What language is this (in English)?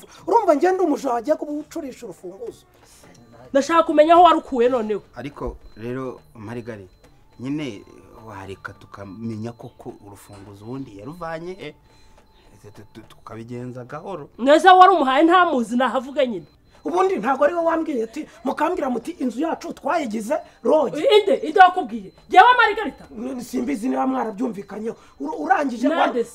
Kinyarwanda